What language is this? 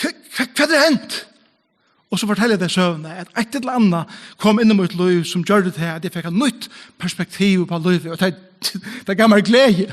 Faroese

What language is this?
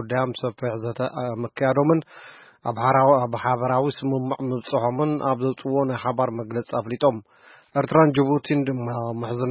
Tigrinya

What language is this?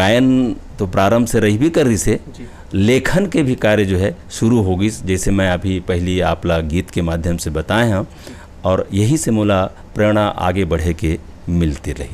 Chhattisgarhi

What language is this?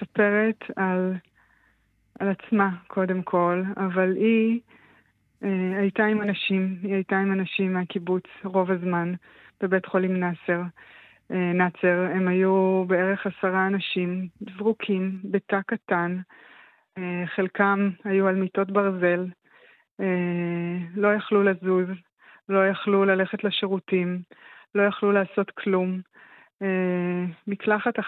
Hebrew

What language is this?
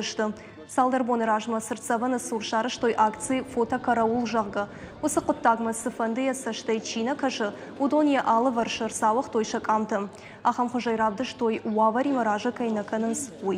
Ossetic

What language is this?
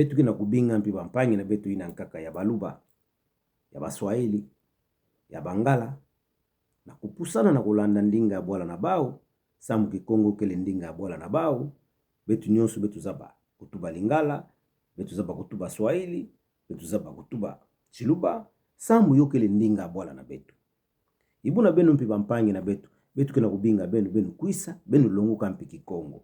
Kituba (Democratic Republic of Congo)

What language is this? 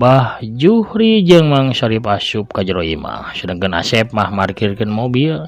Sundanese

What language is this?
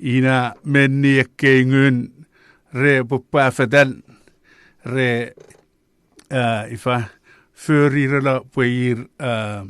Chuukese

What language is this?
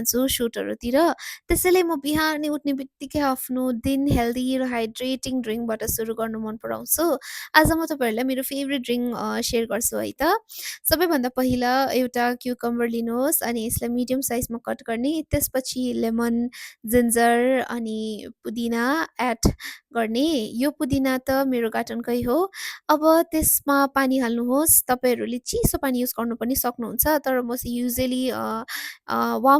Nepali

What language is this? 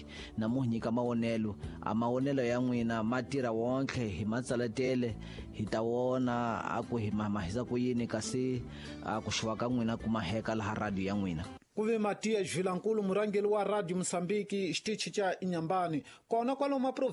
Tsonga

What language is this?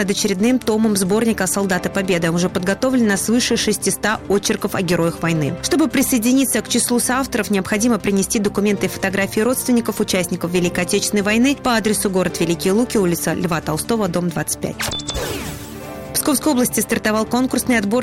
Russian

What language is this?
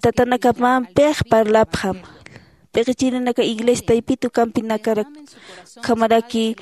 Aymara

